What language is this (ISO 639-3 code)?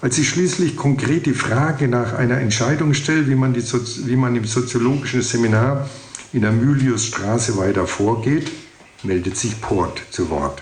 deu